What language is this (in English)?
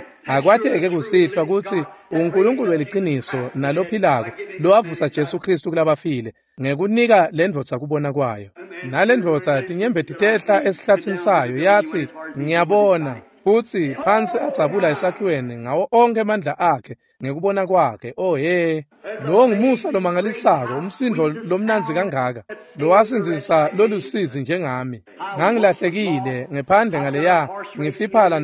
Swati